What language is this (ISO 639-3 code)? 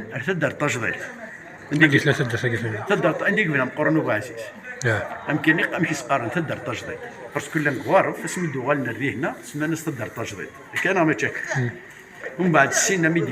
kab